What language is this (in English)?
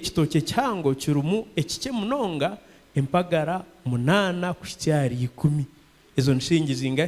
Nyankole